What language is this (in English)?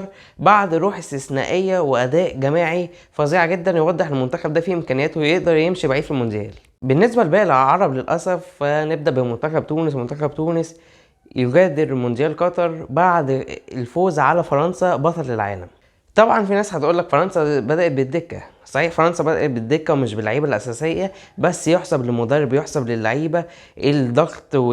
Egyptian Arabic